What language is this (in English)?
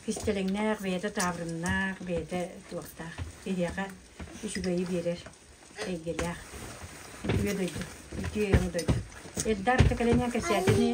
Yakut